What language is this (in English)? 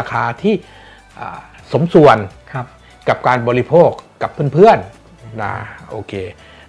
Thai